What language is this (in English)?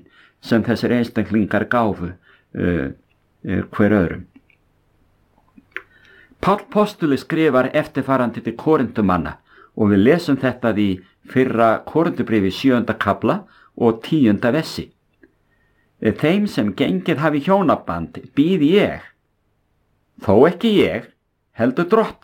Icelandic